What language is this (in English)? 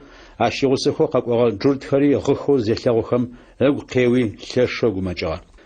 Adyghe